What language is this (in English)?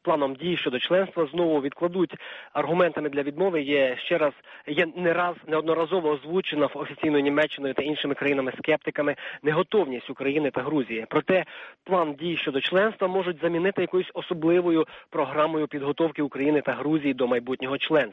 Ukrainian